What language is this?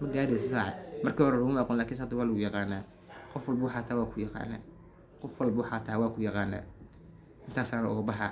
Somali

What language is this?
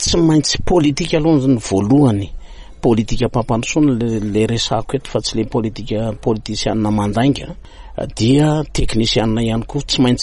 Malagasy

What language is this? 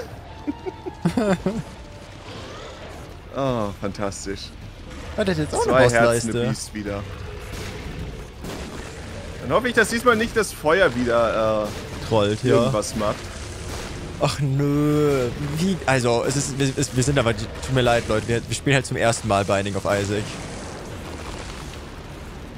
German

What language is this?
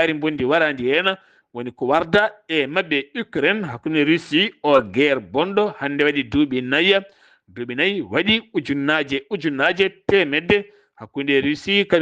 Fula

